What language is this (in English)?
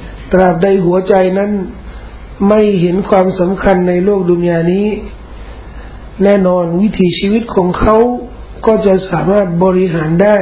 Thai